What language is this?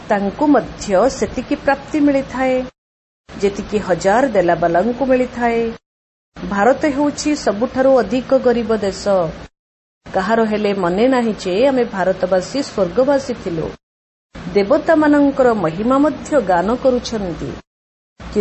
Odia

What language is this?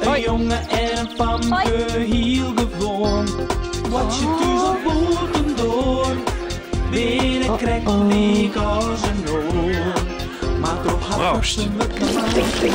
Western Frisian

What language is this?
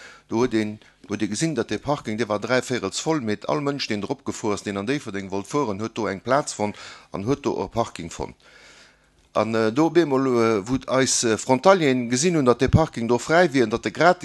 Luxembourgish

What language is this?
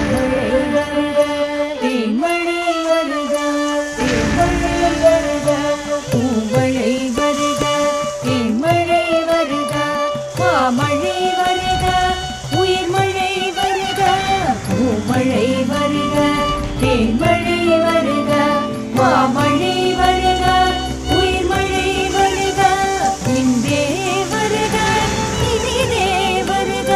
Tamil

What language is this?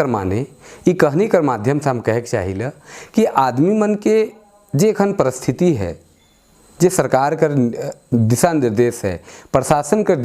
Sadri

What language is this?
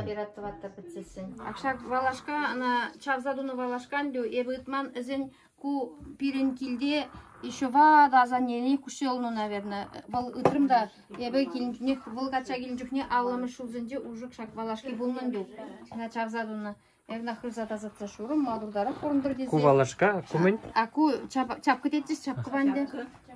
Chuvash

